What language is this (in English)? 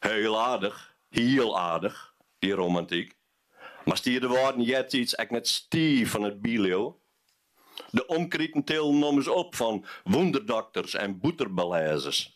Western Frisian